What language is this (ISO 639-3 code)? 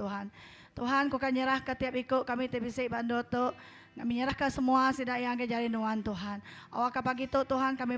iba